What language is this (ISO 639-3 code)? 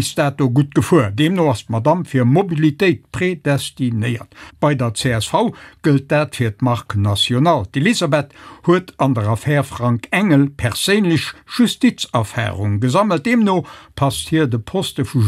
ltz